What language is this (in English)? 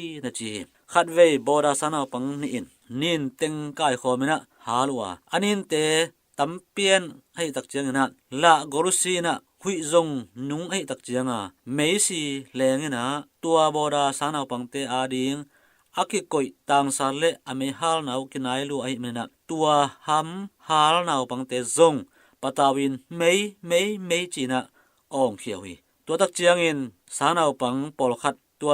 Tedim Chin